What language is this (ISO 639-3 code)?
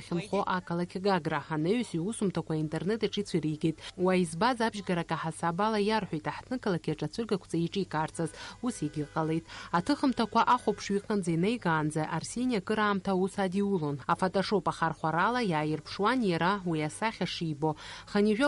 abk